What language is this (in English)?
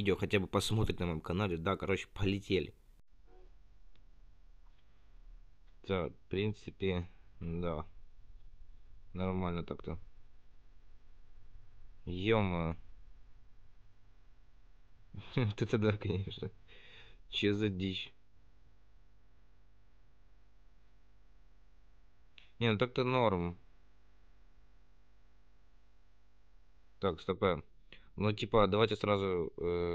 Russian